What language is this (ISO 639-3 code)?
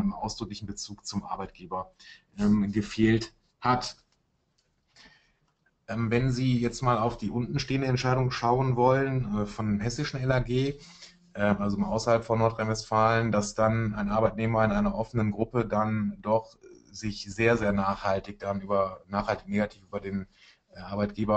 deu